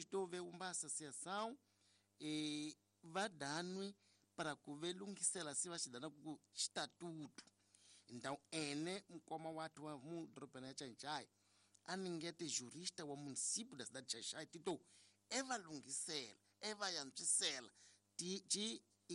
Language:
Tsonga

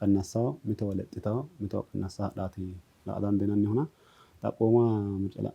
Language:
Sidamo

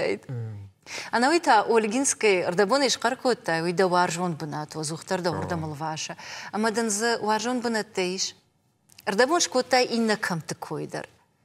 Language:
Ossetic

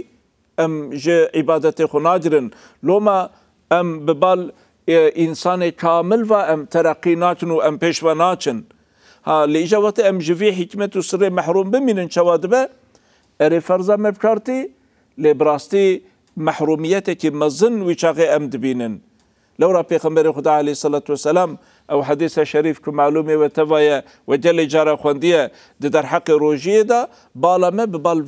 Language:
Kurdish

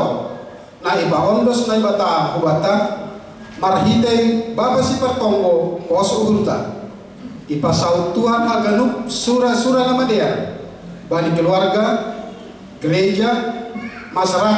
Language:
Batak Simalungun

